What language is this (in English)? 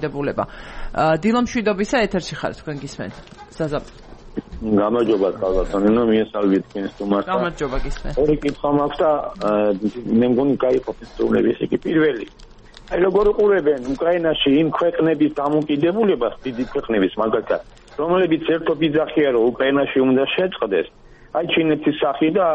Georgian